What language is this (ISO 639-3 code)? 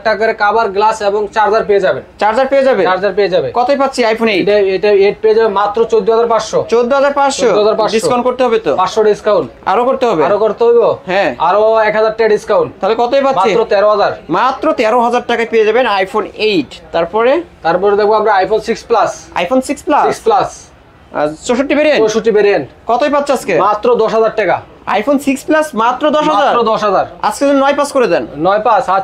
ben